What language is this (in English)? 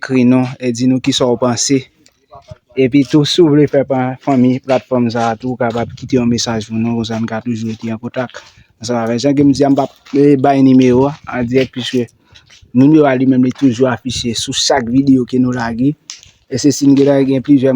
Haitian Creole